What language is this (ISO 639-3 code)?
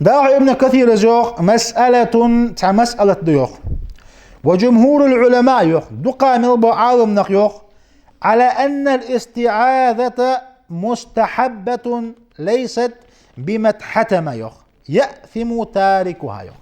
inh